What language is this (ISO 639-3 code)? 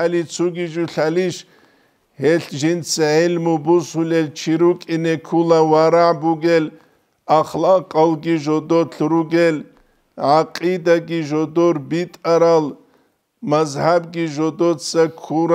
ava